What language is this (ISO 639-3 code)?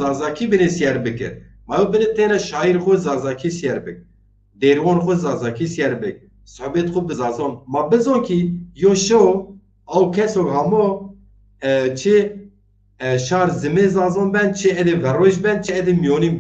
zza